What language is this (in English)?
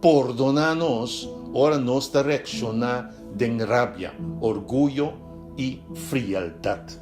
Papiamento